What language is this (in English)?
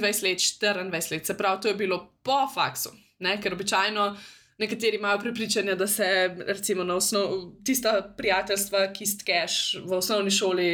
Slovenian